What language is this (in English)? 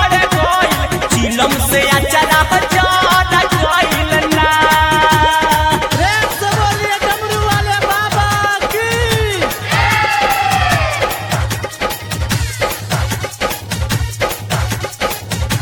Bhojpuri